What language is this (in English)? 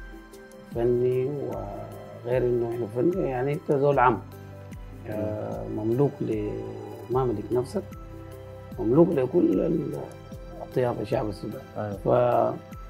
Sudanese Arabic